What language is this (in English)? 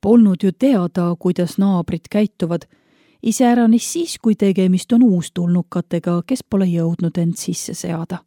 Estonian